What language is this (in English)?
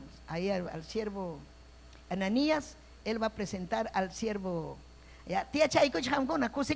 Ayacucho Quechua